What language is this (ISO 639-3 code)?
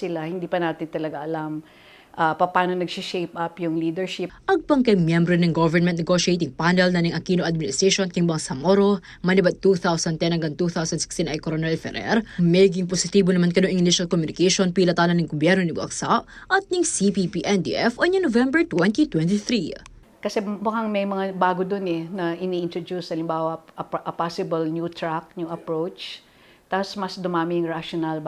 pam